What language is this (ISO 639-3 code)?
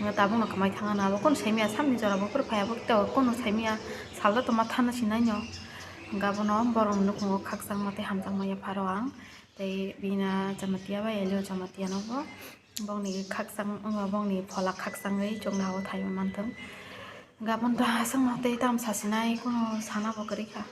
trp